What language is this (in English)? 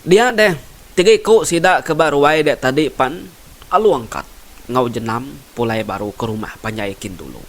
Iban